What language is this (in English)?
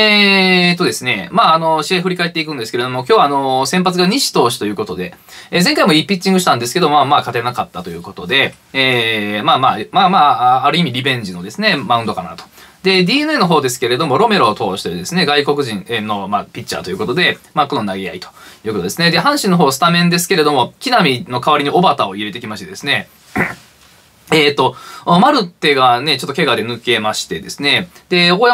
Japanese